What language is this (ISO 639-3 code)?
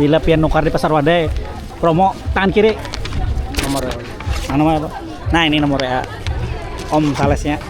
bjn